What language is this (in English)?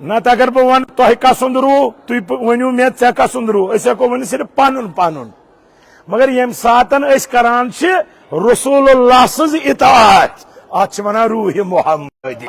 Kashmiri